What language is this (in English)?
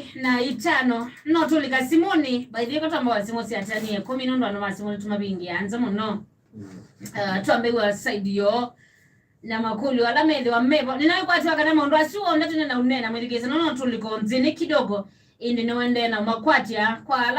Kamba